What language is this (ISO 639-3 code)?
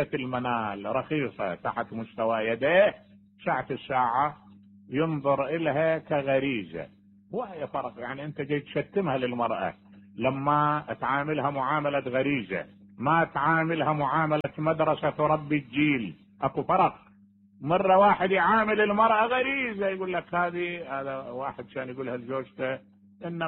acm